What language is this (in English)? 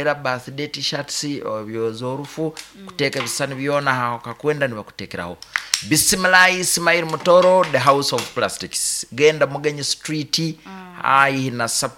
Nyankole